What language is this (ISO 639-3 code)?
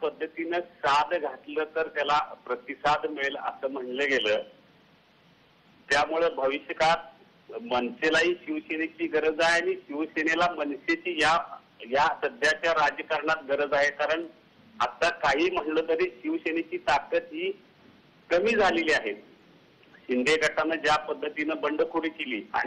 mar